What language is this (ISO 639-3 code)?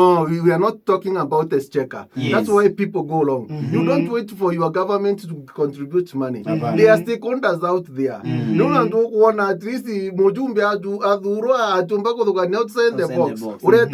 mer